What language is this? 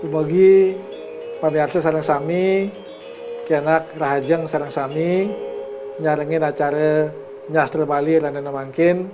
Balinese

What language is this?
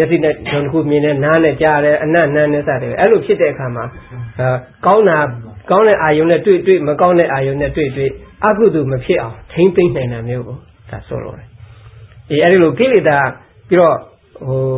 Burmese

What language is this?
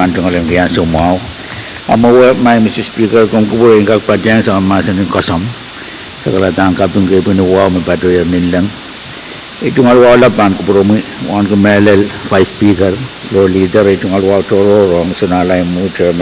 Pohnpeian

